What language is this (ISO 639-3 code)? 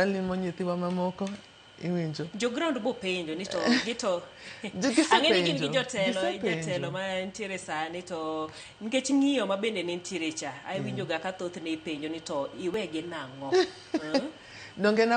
luo